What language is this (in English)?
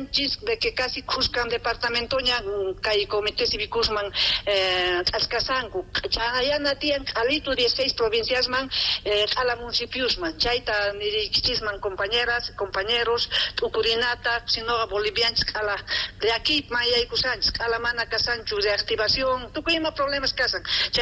South Bolivian Quechua